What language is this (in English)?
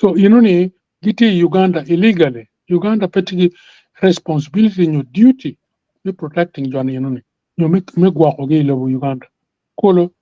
Acoli